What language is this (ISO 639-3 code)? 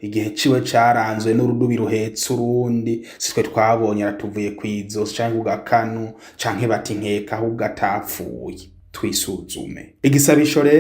run